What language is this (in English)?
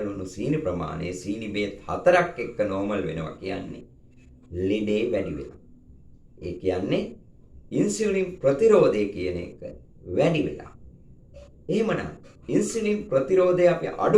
Sinhala